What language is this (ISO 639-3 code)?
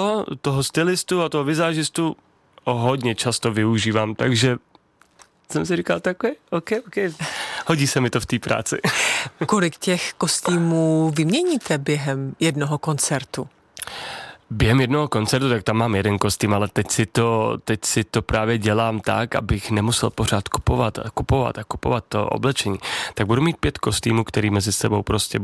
ces